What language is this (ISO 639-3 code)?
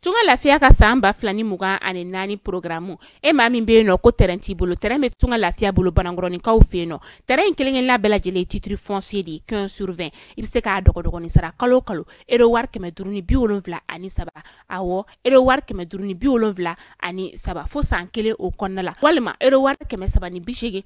bam